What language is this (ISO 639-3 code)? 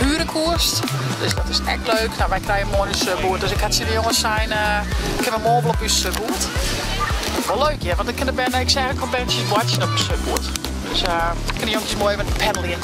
fry